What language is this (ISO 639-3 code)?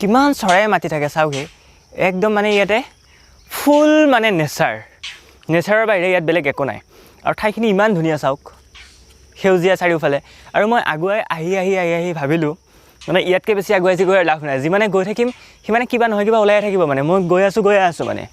asm